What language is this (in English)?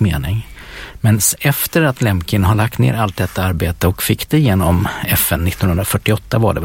Swedish